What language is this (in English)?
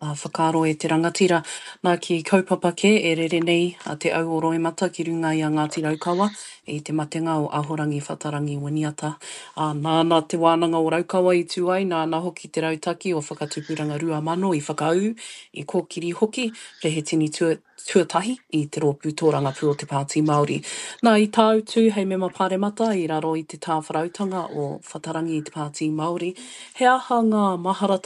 Māori